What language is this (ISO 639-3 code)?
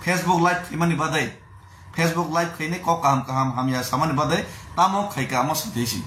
trp